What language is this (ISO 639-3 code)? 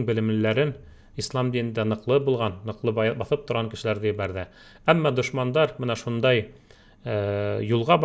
bak